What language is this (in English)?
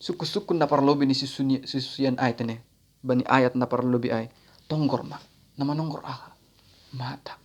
Batak Simalungun